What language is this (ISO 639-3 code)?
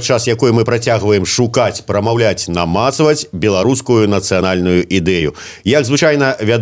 bel